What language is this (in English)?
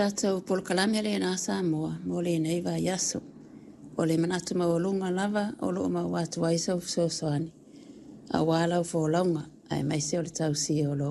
Samoan